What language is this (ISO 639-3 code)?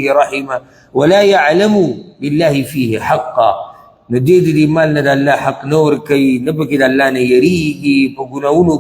pus